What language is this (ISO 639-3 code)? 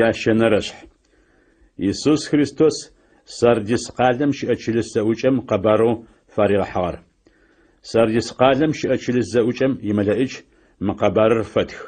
ady